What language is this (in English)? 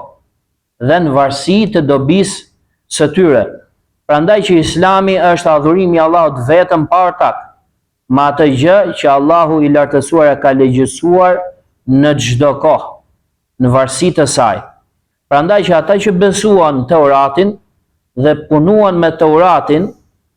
Albanian